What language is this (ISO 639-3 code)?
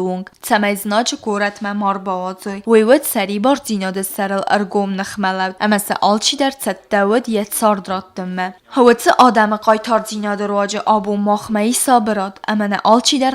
oss